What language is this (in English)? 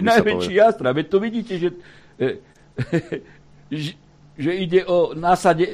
Slovak